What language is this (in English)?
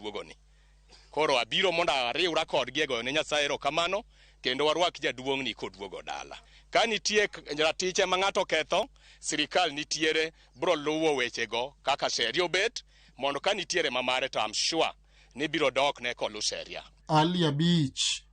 Luo (Kenya and Tanzania)